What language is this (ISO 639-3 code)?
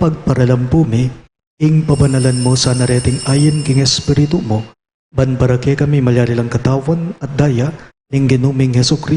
pam